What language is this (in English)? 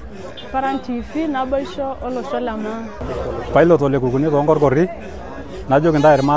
Masai